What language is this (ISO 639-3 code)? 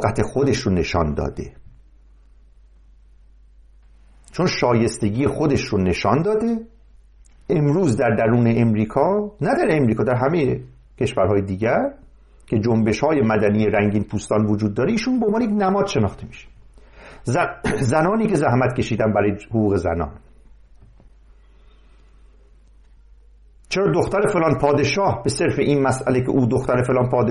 fas